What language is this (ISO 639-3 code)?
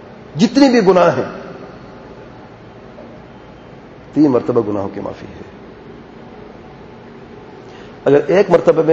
urd